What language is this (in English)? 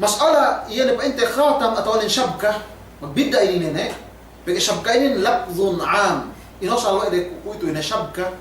Yakan